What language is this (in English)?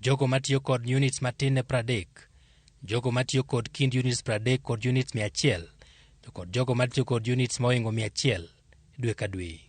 Luo (Kenya and Tanzania)